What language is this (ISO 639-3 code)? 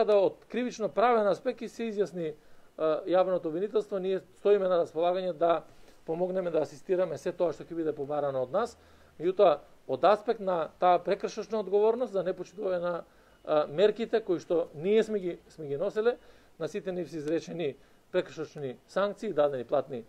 mkd